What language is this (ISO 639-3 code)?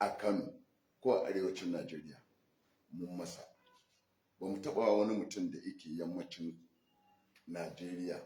hau